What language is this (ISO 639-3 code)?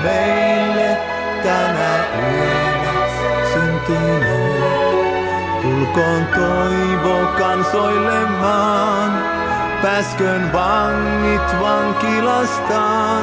fin